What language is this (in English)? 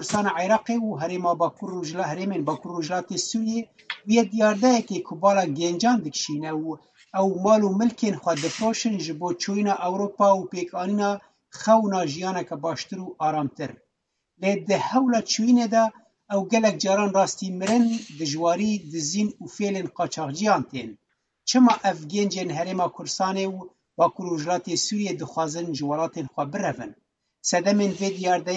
Kurdish